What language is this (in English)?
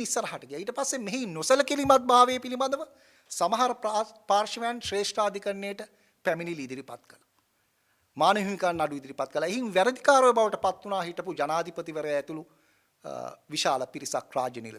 Sinhala